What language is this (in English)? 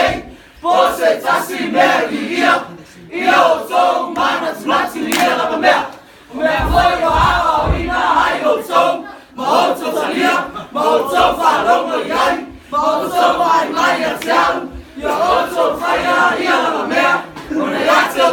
Samoan